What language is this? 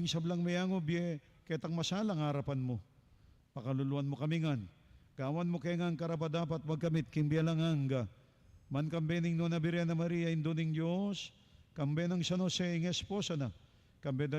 Pampanga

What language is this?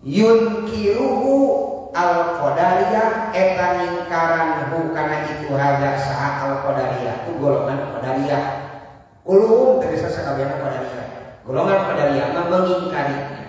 Sundanese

